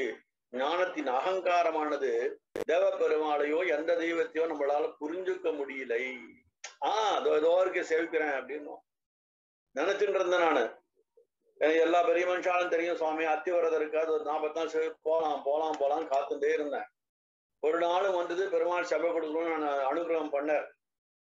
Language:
Tamil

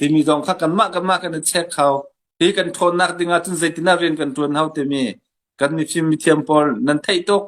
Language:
Hakha Chin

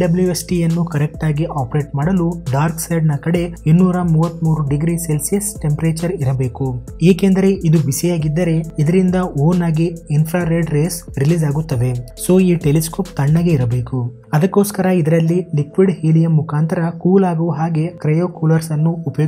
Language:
Kannada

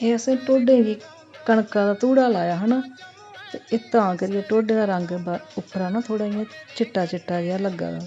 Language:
Dogri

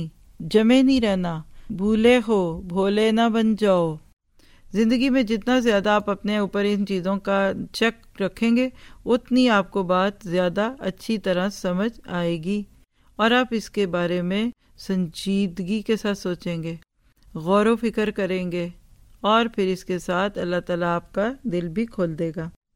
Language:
Urdu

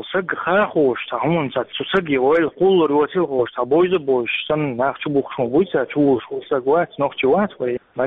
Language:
Chechen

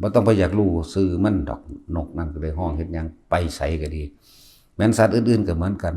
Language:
Northeastern Thai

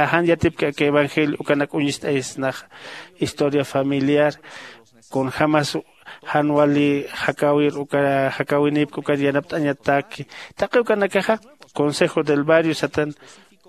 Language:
Aymara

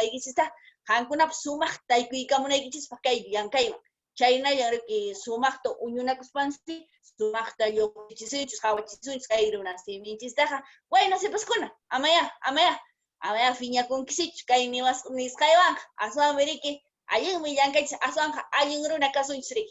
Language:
Quechua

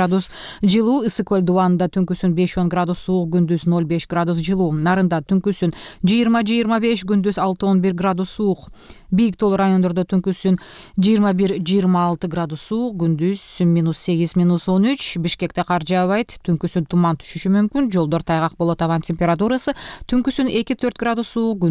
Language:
Kyrgyz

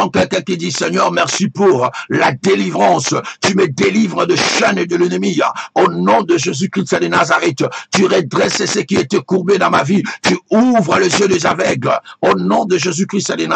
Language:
French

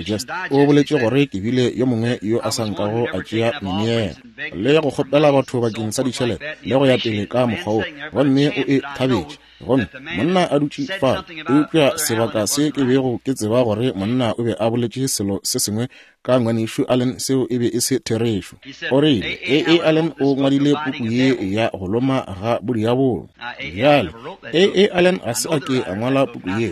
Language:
Northern Sotho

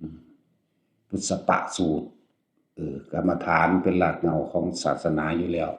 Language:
Northeastern Thai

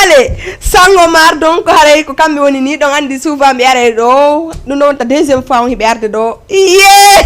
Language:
Fula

